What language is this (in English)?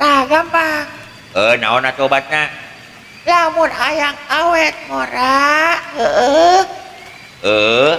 Sundanese